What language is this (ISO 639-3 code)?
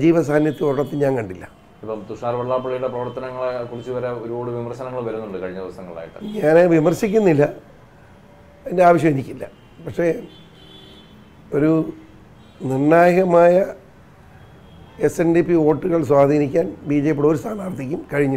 mal